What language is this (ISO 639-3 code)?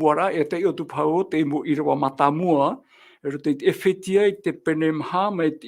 tah